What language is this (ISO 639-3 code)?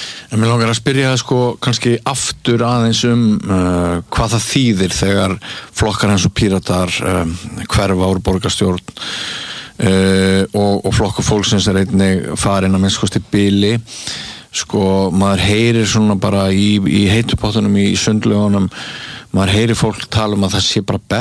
isl